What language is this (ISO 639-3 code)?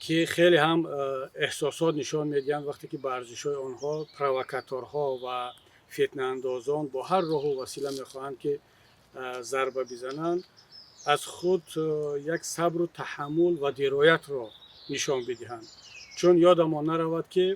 tgk